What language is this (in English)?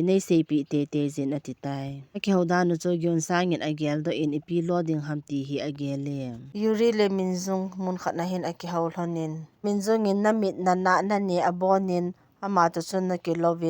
Thado Chin